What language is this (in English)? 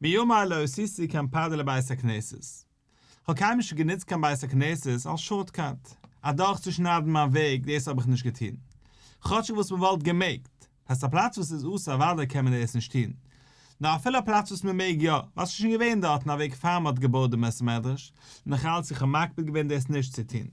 Yiddish